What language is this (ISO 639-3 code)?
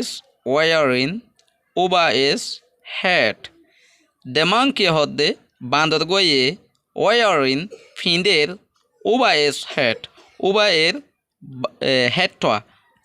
rhg